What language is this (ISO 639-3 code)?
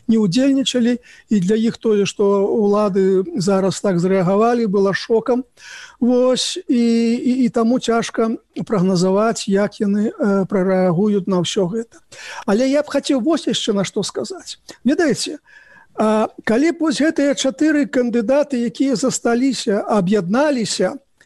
bel